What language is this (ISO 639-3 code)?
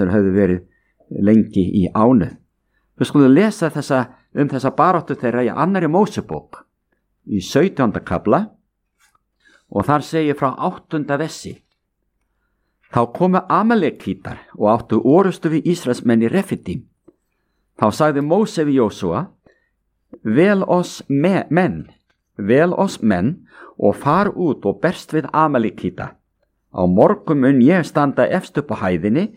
isl